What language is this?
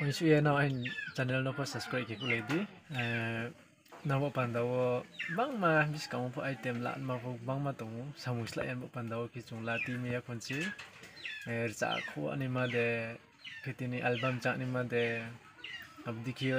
Riang (India)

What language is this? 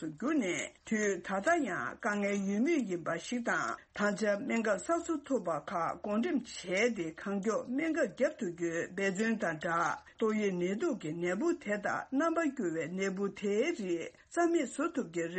Tibetan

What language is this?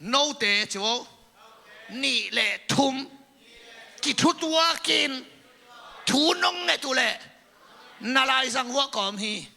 Tedim Chin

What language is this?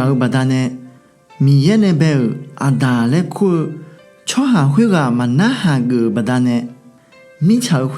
Akha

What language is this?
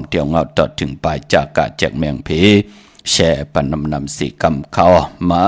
Shan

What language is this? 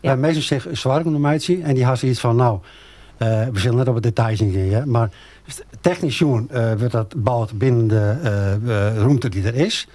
Western Frisian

